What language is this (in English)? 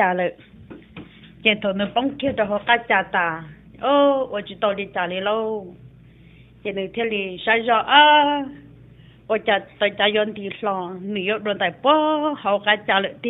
Vietnamese